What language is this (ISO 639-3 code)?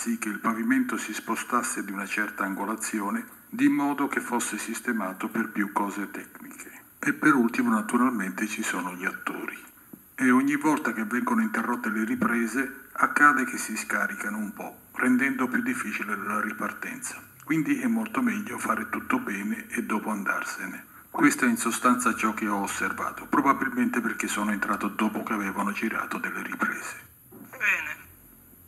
ita